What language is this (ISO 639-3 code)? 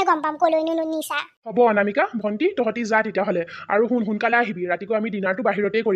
asm